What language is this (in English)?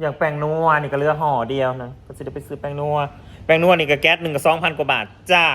Northeastern Thai